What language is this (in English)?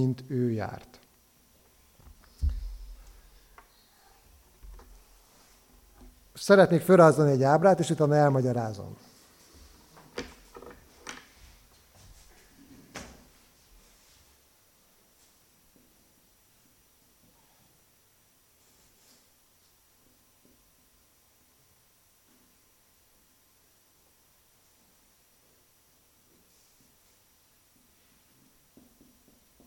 Hungarian